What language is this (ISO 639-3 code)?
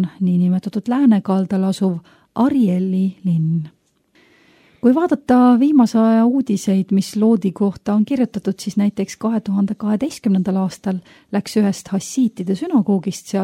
est